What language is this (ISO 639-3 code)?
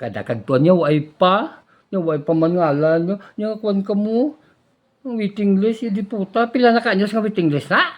hil